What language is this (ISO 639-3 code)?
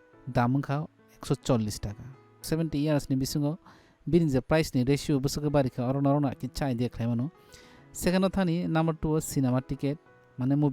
trp